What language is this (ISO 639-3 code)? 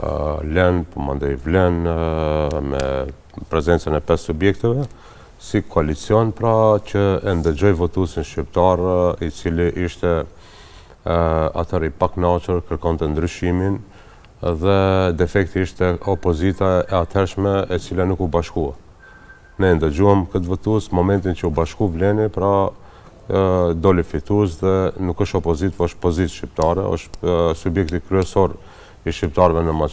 sqi